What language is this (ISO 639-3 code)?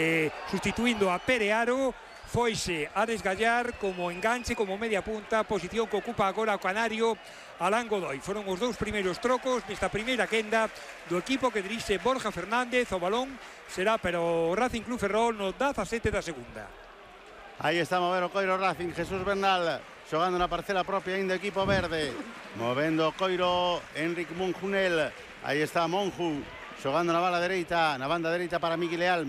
glg